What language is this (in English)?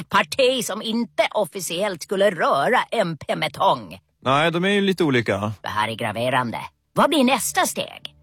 Swedish